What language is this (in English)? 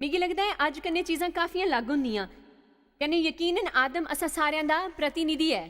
Dogri